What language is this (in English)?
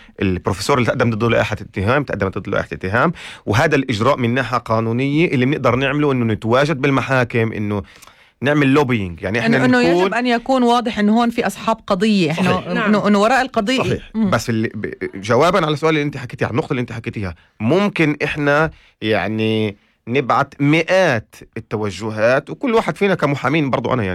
North Levantine Arabic